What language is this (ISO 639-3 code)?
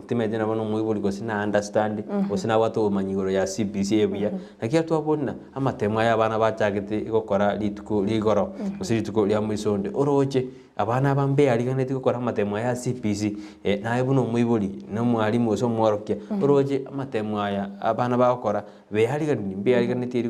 guz